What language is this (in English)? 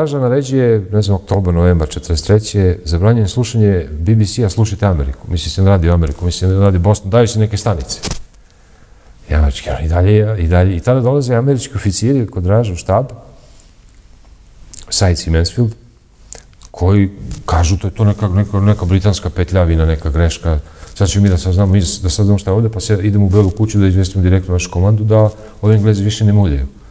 Serbian